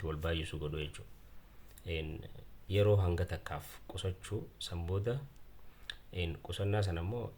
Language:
Oromo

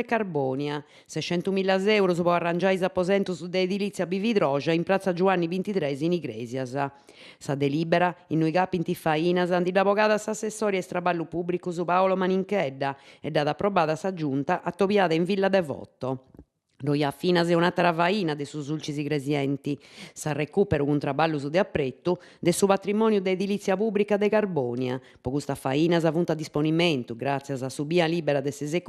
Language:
Sardinian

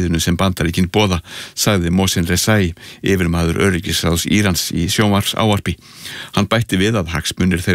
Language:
Icelandic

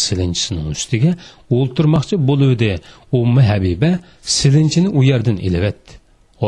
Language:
Uyghur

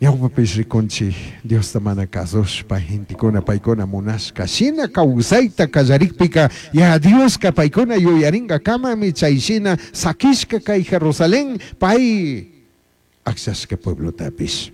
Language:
Chimborazo Highland Quichua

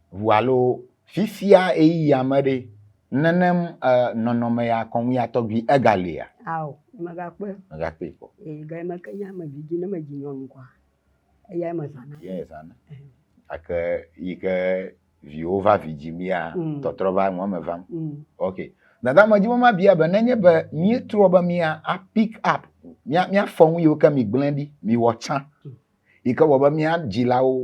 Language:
Ewe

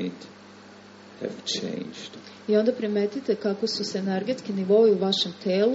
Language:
Serbian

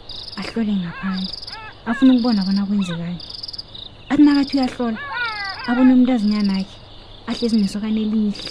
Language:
South Ndebele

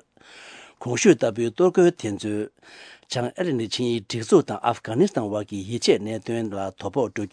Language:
Tibetan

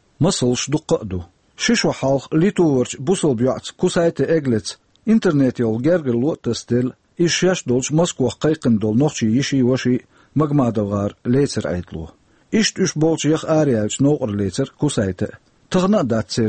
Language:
Chechen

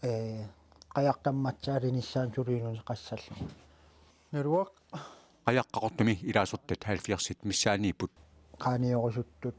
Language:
Kalaallisut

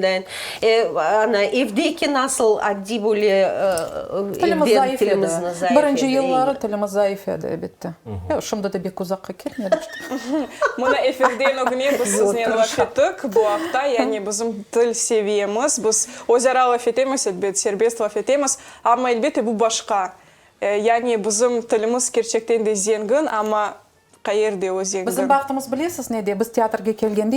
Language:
Crimean Tatar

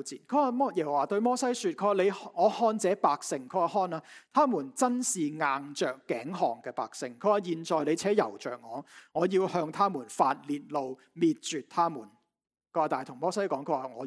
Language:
Cantonese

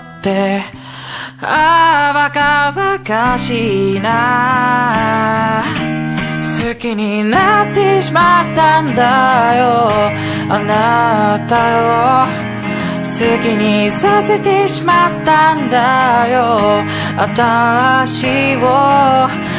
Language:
Japanese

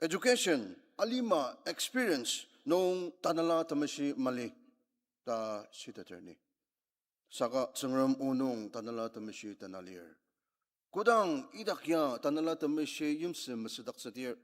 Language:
Ao Naga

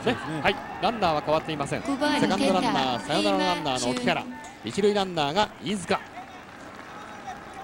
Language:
Japanese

